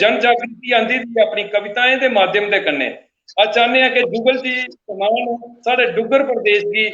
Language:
Dogri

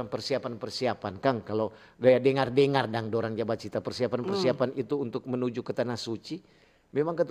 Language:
Manado Malay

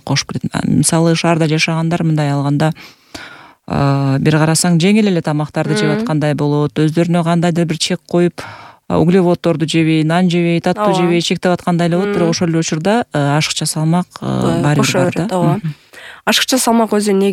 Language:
Kyrgyz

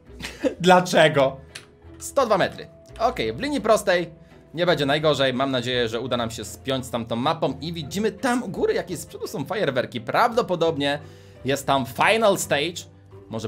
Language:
Polish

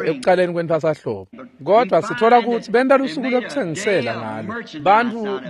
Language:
Swati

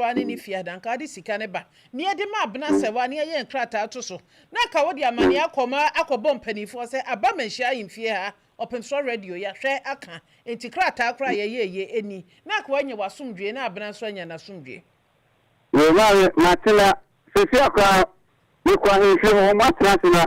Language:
Akan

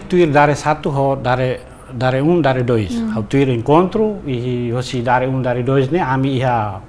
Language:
Tetum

